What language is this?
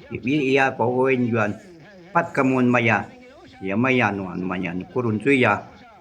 Shuar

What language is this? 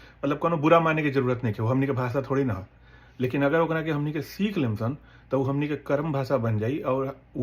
Bhojpuri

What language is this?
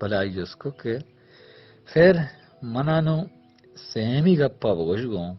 Baluchi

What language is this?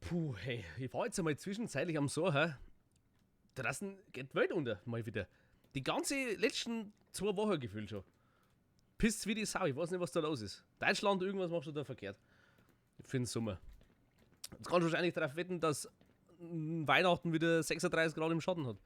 Bavarian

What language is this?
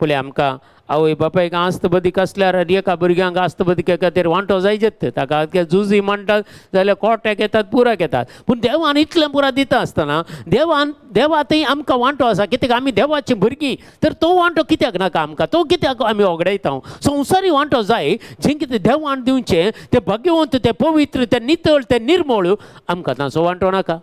Konkani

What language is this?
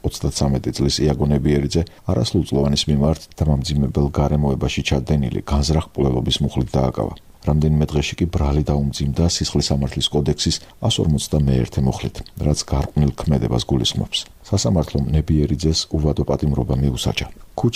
Georgian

